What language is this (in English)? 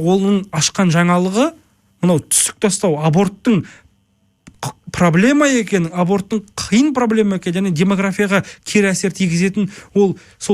Kazakh